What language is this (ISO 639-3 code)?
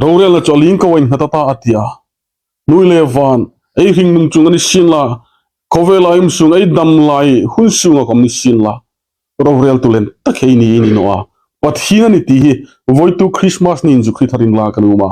hmr